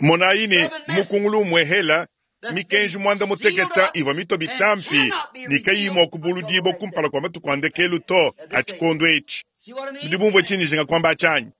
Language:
Luba-Lulua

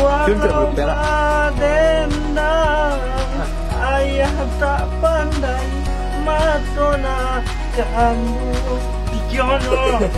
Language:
Minangkabau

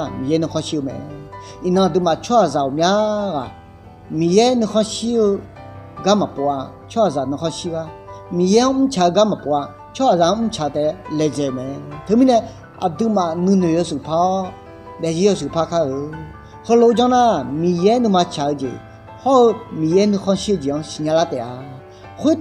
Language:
Akha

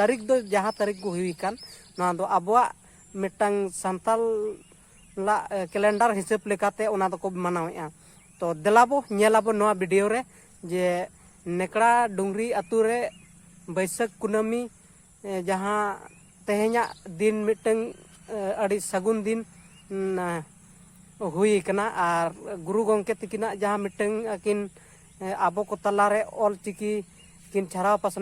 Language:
Santali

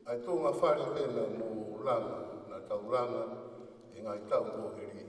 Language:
Tongan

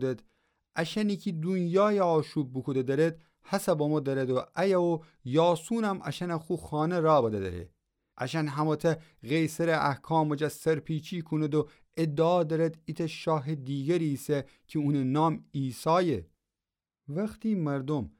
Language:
Gilaki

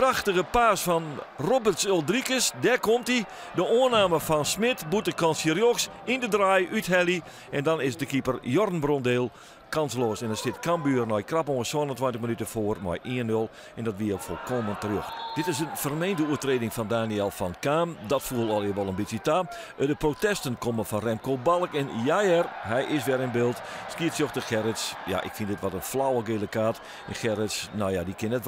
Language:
Western Frisian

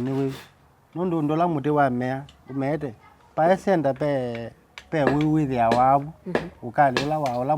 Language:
Kamba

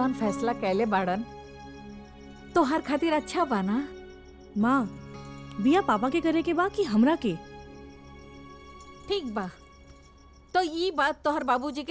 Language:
Bhojpuri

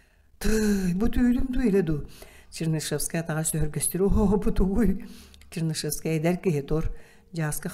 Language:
Yakut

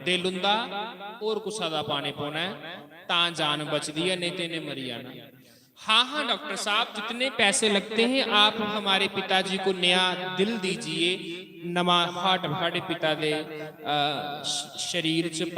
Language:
Dogri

